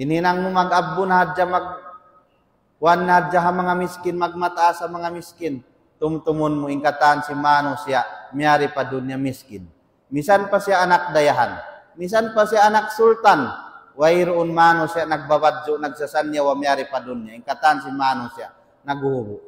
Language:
Tausug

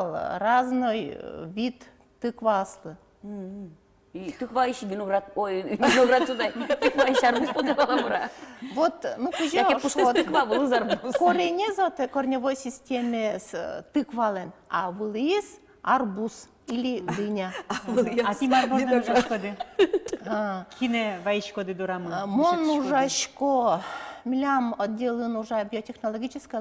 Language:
Udmurt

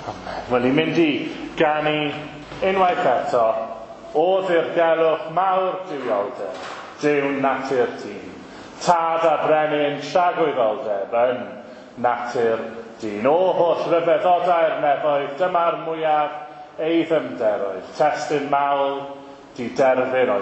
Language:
Welsh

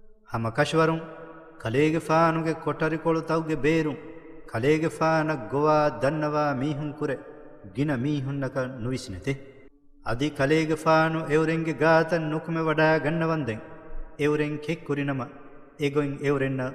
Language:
Divehi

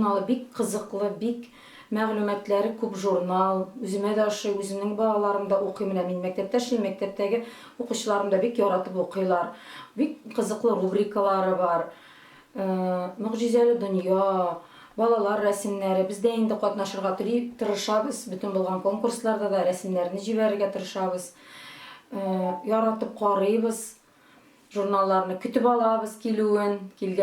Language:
Bashkir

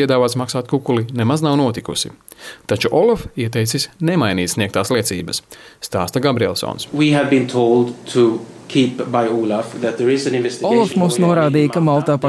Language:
Latvian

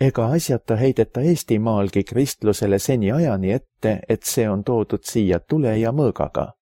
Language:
Estonian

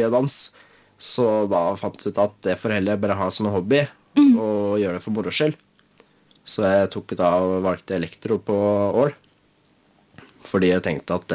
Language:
Norwegian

